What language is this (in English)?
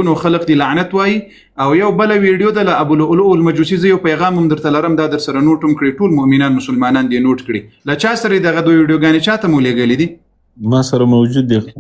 Pashto